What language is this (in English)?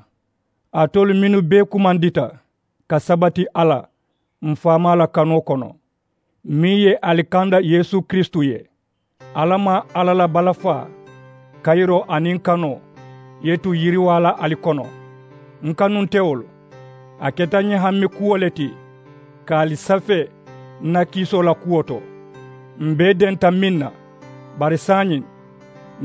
Mandingo